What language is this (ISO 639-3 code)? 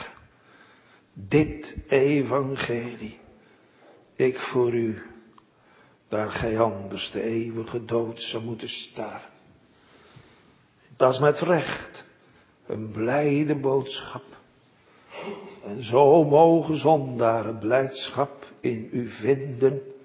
nld